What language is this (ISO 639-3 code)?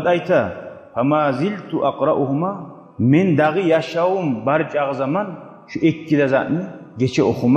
kum